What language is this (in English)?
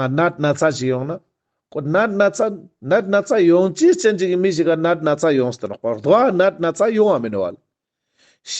Ladakhi